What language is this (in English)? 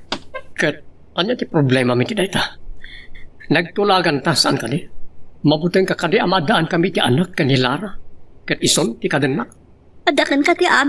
Iloko